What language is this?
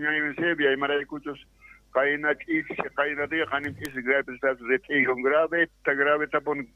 South Bolivian Quechua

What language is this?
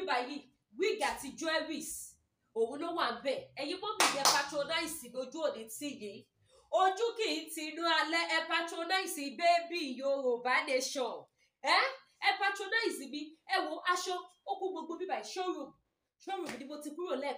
Yoruba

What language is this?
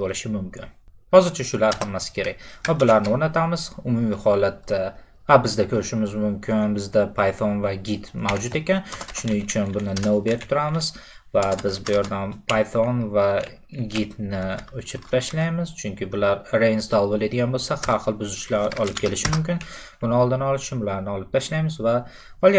Uzbek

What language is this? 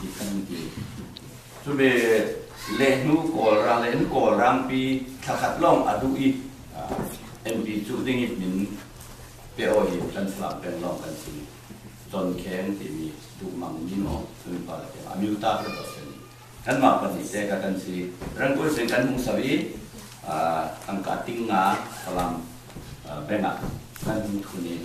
Falam Chin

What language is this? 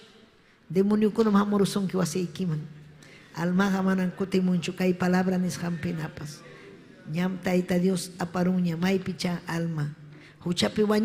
Ayacucho Quechua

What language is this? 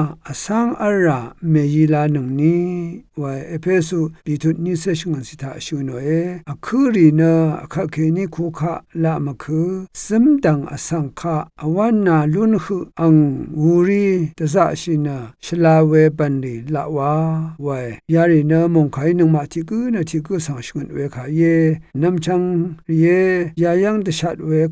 Rawang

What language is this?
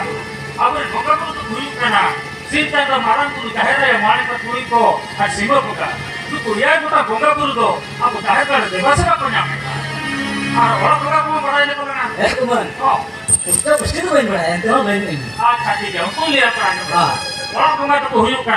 Santali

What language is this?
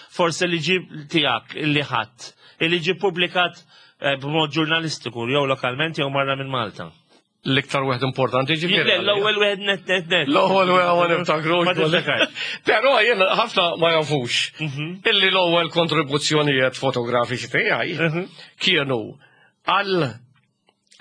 Maltese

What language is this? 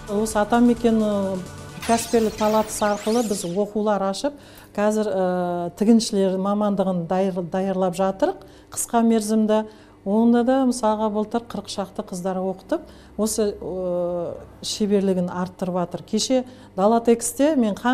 Kazakh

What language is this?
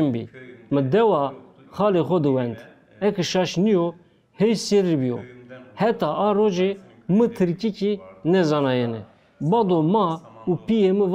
Zaza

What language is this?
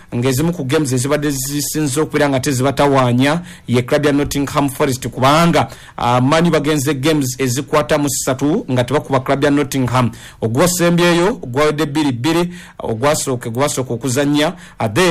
Ganda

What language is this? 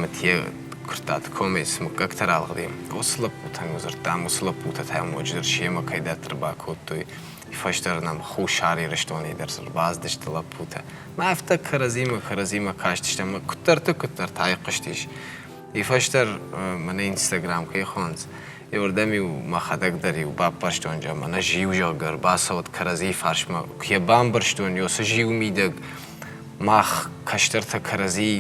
Ossetic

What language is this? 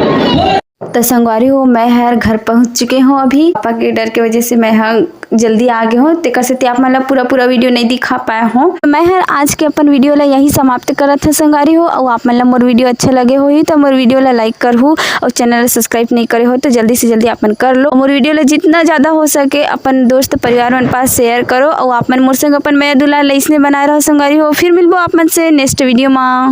Chhattisgarhi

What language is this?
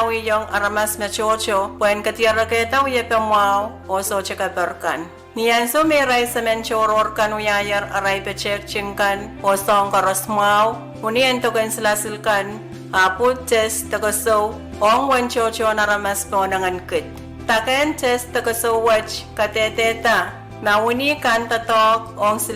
Pohnpeian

